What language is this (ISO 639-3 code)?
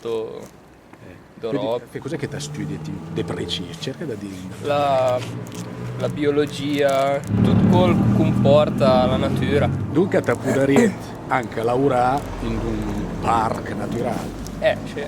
lmo